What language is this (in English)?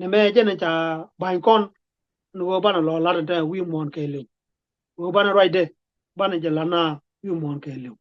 Nuer